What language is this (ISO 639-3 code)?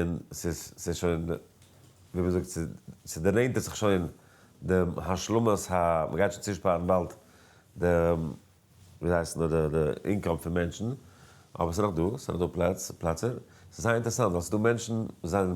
yid